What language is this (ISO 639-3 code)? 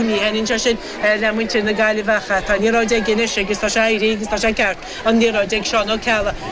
gle